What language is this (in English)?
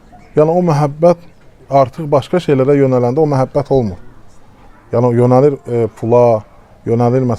Azerbaijani